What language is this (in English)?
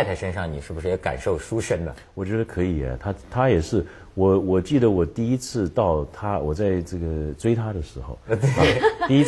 Chinese